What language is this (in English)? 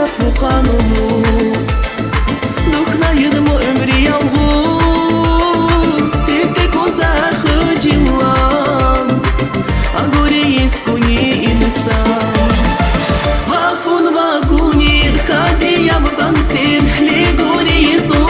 Tabassaran